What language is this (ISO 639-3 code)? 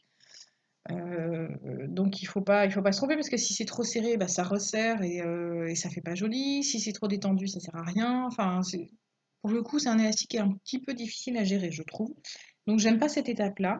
fra